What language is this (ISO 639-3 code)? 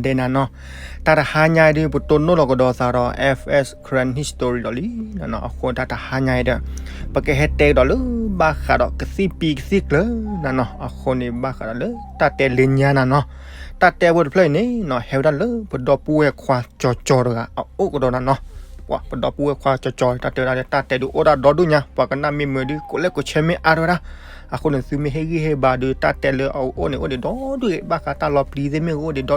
ksw